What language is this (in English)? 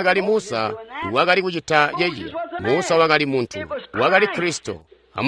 Tonga (Zambia)